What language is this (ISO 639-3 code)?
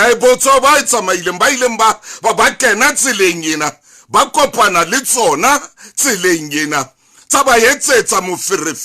sot